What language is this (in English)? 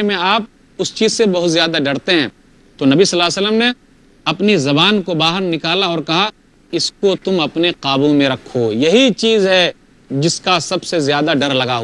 Urdu